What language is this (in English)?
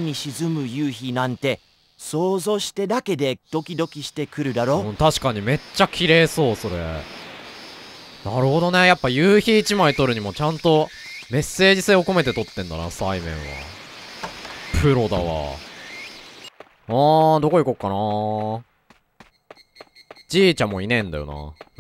Japanese